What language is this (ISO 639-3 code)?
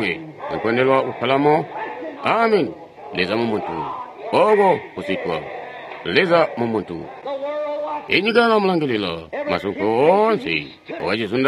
toi